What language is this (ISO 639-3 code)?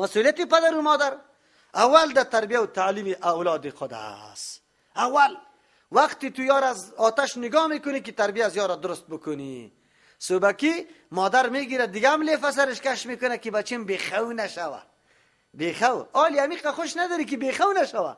fas